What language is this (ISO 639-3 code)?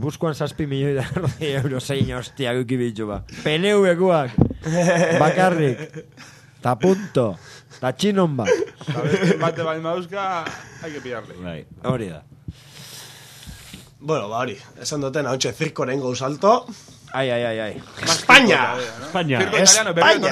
eus